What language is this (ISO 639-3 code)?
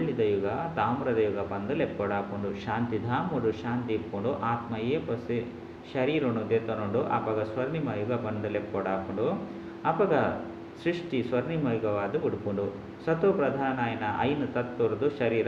tcy